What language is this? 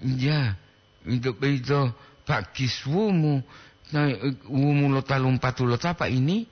Gorontalo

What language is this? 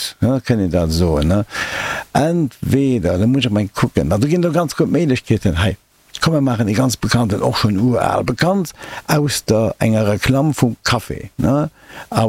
Luxembourgish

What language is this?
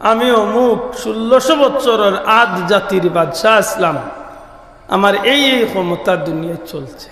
Sylheti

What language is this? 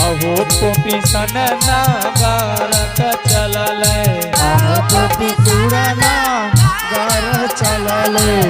Angika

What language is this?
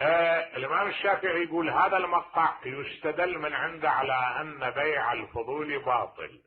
Mesopotamian Arabic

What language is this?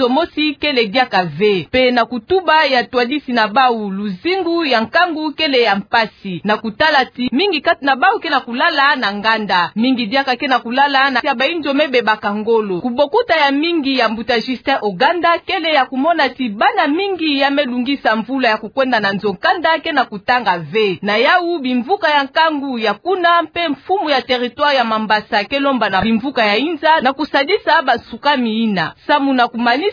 Kituba (Democratic Republic of Congo)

